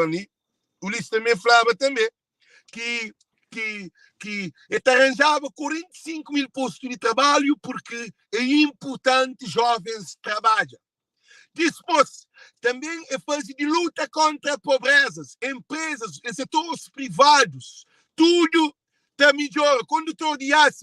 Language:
Kabuverdianu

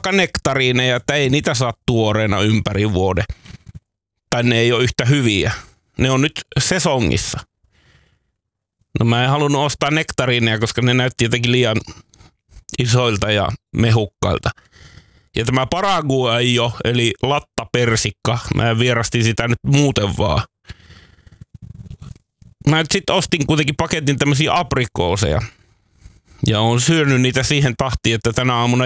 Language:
Finnish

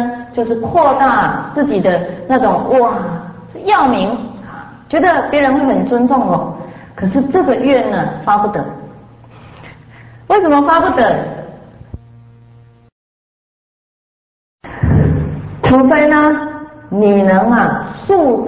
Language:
Chinese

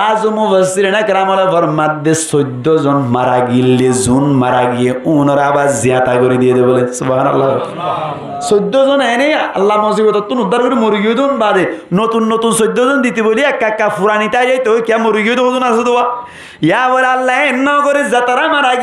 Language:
Rohingya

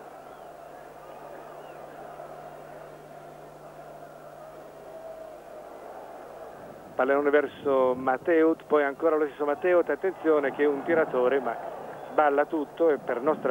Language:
Italian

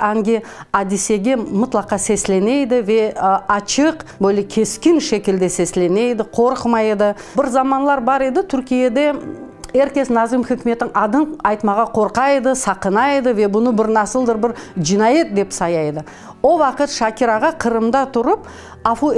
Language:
Crimean Tatar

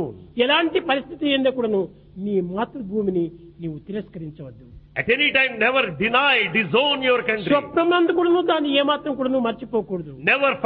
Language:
Telugu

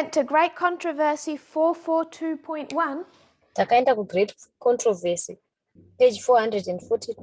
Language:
Shona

